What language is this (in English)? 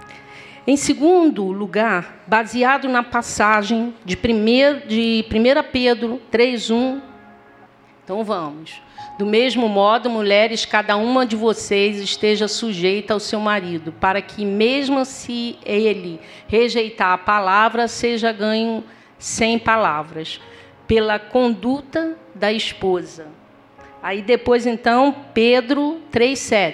Portuguese